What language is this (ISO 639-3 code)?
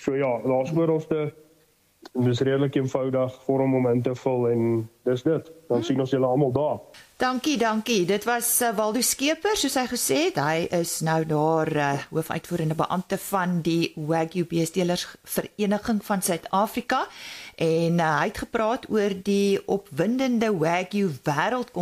afr